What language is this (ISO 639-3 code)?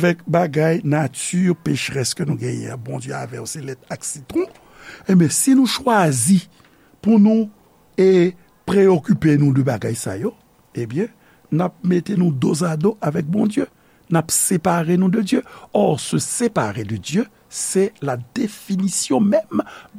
hat